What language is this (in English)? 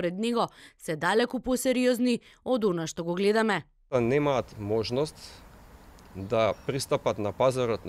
Macedonian